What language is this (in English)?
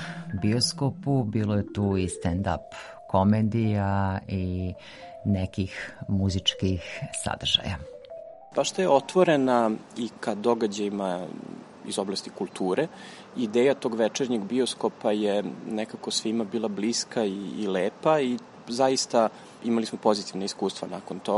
Serbian